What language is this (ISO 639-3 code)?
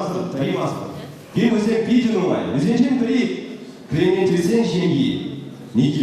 chv